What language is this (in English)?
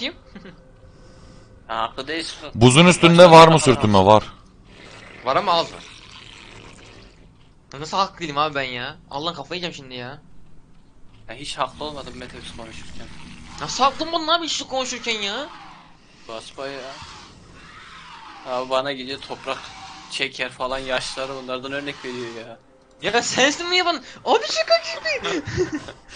Turkish